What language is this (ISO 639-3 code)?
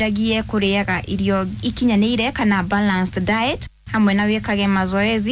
kik